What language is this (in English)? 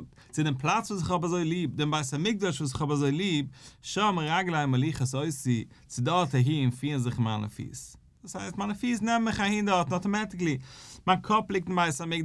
Yiddish